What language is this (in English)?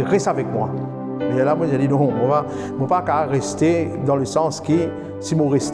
Morisyen